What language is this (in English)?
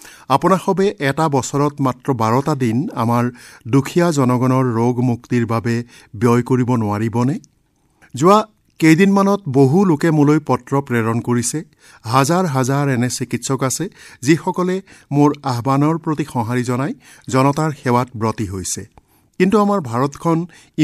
Assamese